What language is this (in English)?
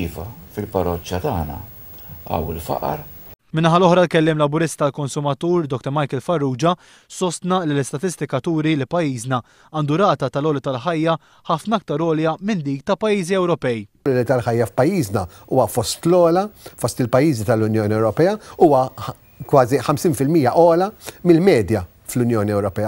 Maltese